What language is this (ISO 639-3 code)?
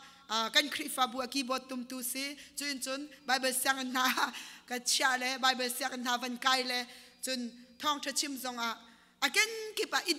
cnh